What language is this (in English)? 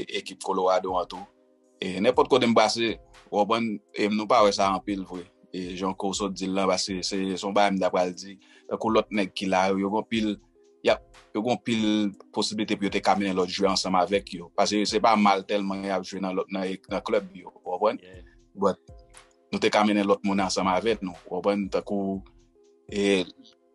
Haitian Creole